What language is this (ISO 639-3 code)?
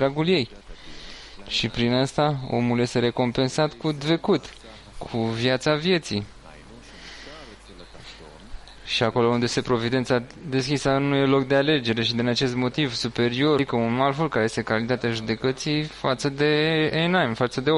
ron